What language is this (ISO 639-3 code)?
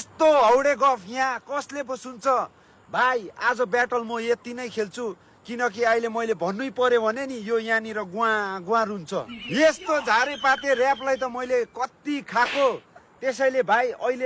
nep